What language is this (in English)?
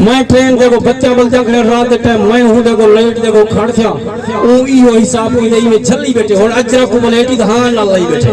Saraiki